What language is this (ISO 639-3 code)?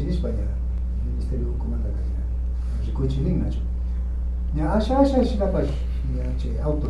qvi